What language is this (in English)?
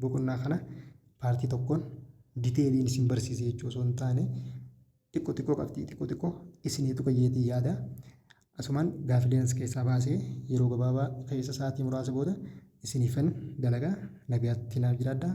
Oromo